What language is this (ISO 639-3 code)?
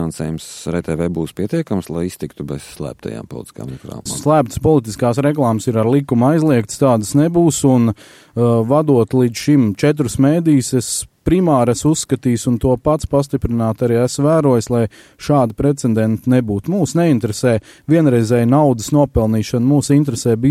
lav